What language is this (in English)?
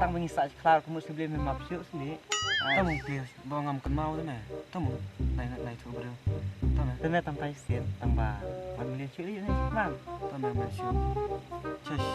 Khasi